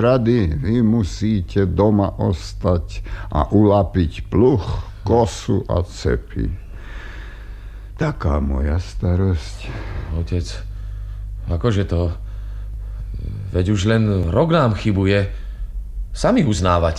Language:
Slovak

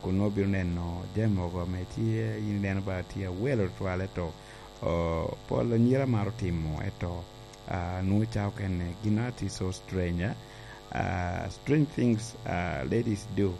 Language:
Lango (Uganda)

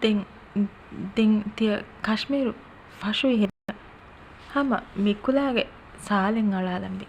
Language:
Divehi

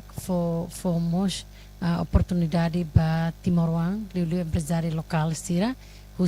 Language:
Tetum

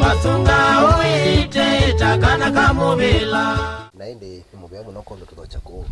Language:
Kamba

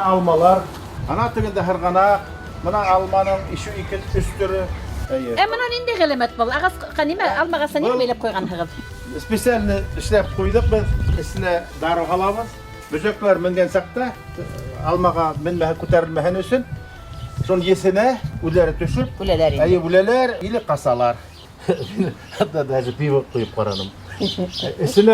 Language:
Bashkir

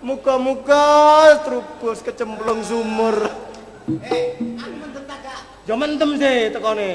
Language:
Javanese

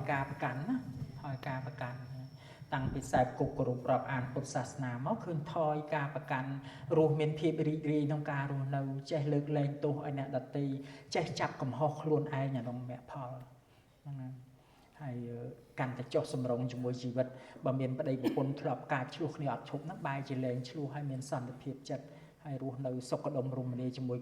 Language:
Khmer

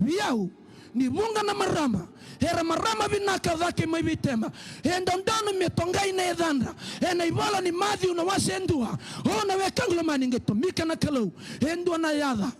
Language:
Fijian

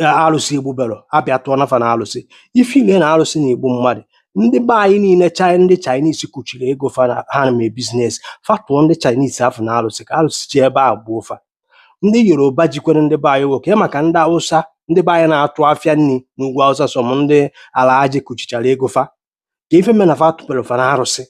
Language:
Igbo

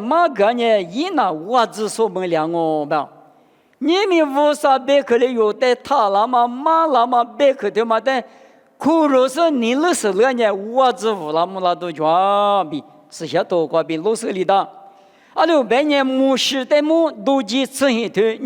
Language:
Lisu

